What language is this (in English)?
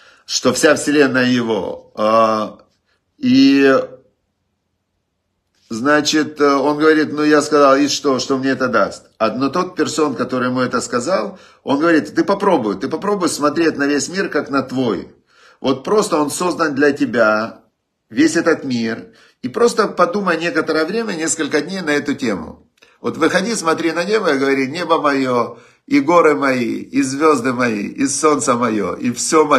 Russian